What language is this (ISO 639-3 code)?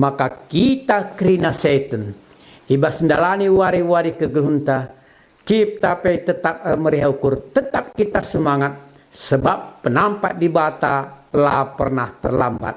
btx